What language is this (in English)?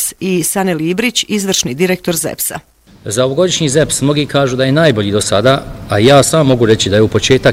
Bosnian